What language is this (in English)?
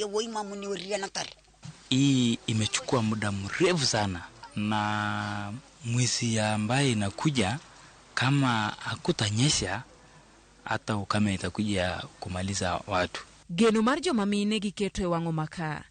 Luo (Kenya and Tanzania)